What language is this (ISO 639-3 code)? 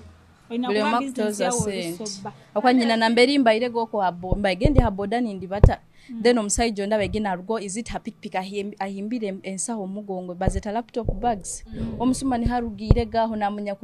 nyo